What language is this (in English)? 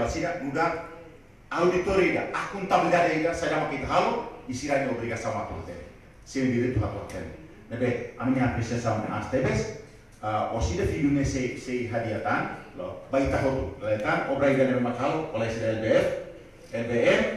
Tetum